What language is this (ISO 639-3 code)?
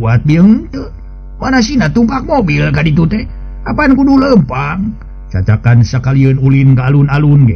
sun